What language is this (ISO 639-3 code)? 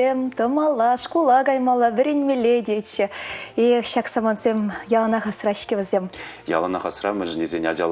chv